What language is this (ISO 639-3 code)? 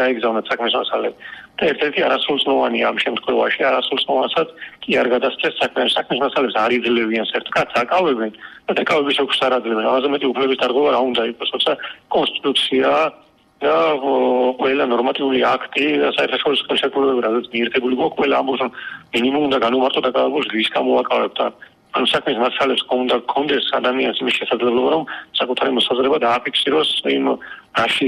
kat